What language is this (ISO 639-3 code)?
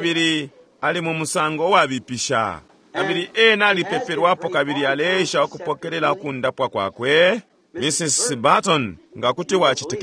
bem